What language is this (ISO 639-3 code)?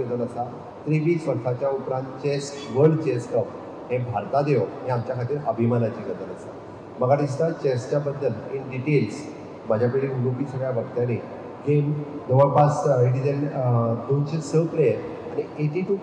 kok